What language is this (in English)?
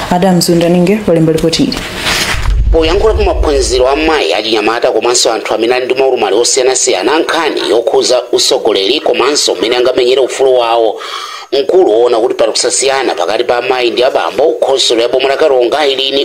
Nyanja